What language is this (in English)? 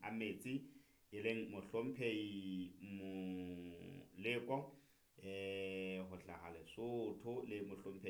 Southern Sotho